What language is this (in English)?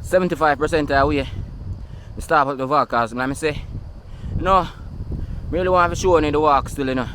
Jamaican Creole English